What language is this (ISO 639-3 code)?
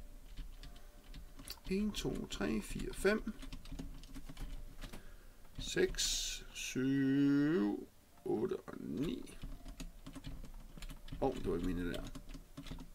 dan